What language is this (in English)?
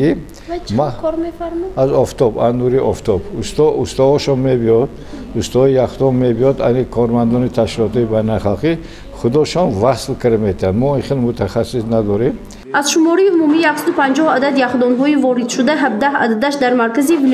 Tajik